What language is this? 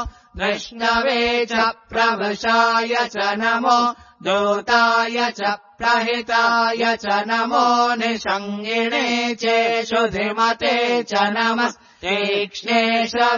Sanskrit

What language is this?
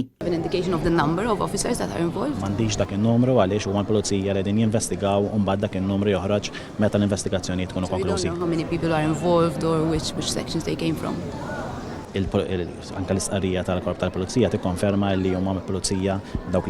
Maltese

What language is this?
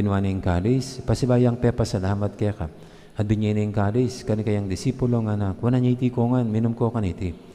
Pampanga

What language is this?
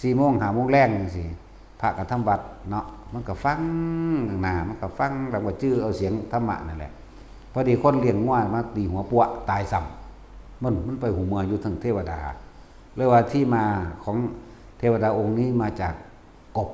Northeastern Thai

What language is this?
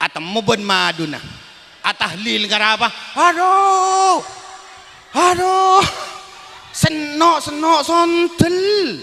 Madurese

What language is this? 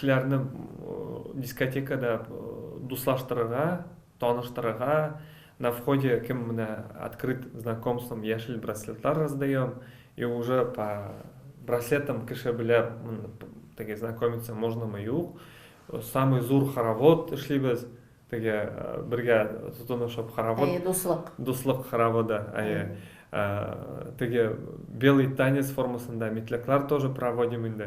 Tatar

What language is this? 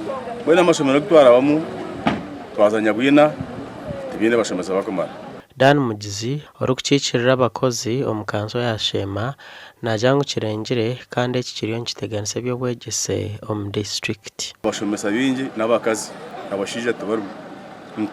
Nyankole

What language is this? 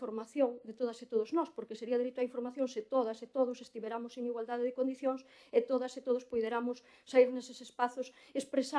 Galician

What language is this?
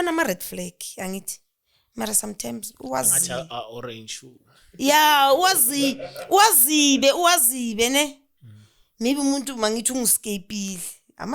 Zulu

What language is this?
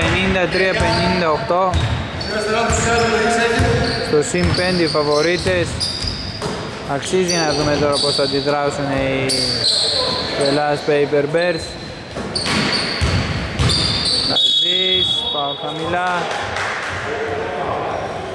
Greek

